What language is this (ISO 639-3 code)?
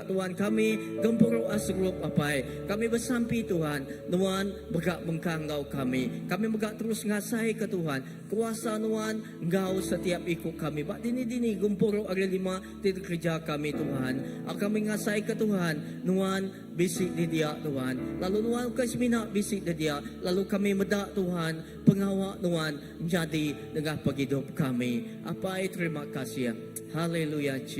iba